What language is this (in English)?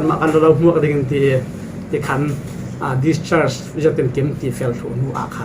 Falam Chin